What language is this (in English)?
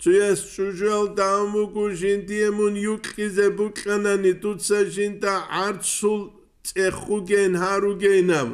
Avaric